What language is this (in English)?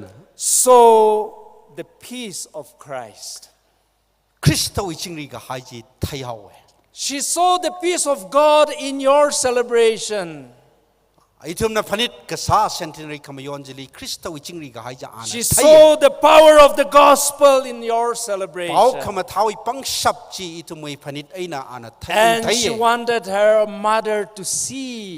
Tangkhul Naga (India)